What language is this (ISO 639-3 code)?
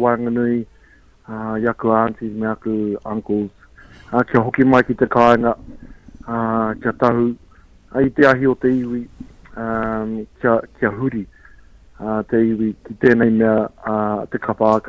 mri